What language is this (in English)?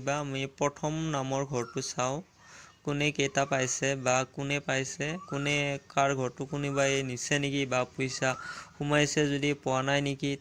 Assamese